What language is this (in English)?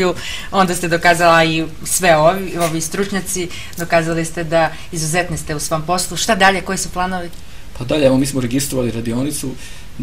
Serbian